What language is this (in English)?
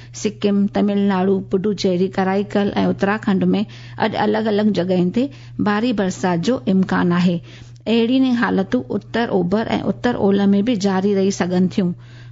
Sindhi